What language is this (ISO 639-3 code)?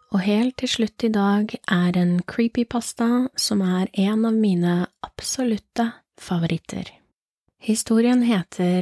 nor